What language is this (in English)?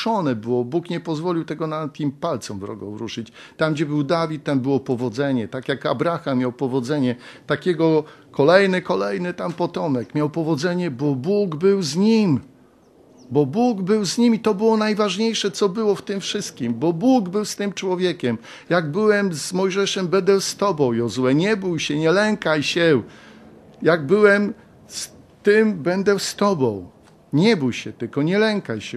Polish